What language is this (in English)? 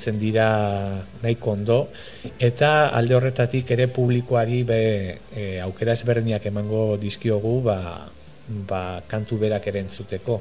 Basque